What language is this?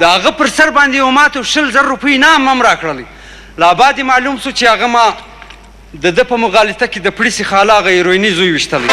Pashto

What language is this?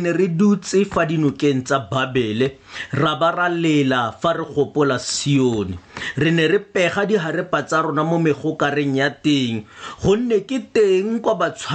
Tswana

